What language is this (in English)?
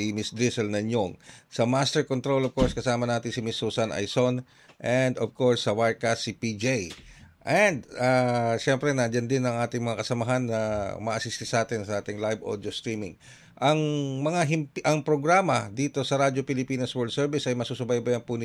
Filipino